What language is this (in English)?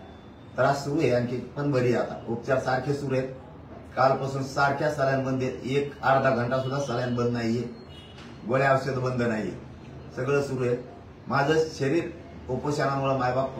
Marathi